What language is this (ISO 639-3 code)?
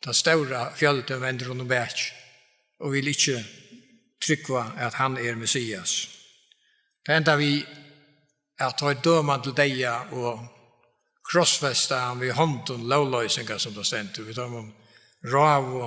fao